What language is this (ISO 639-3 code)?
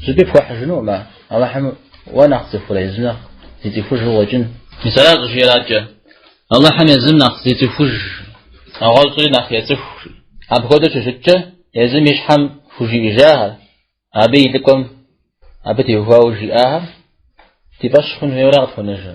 kbd